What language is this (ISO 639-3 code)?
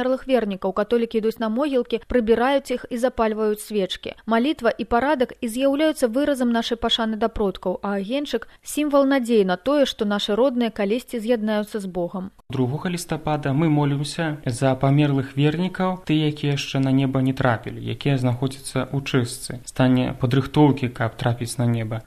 bel